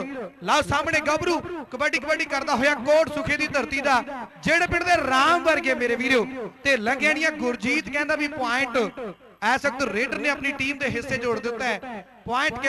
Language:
Punjabi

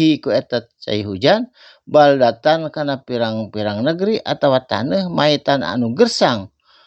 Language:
Sundanese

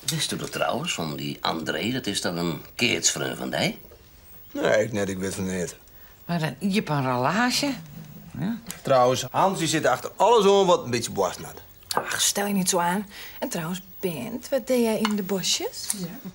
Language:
Western Frisian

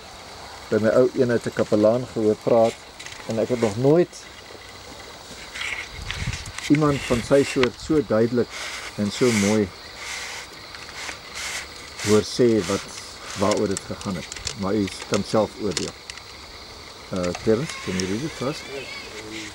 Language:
Afrikaans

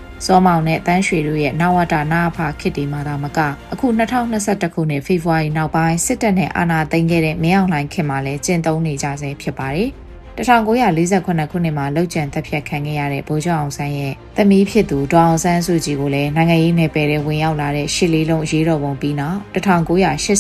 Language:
Burmese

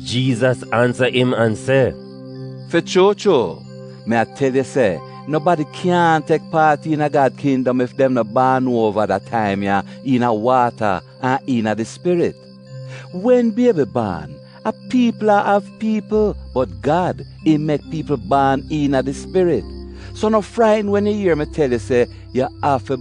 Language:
Jamaican Creole English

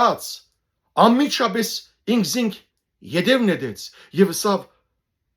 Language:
Western Armenian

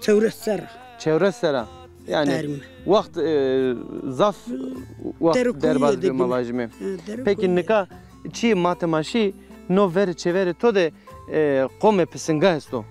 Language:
Zaza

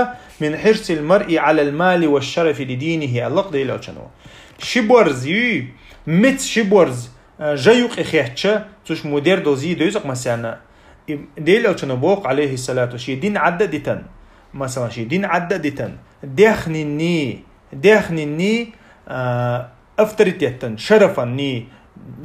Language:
Chechen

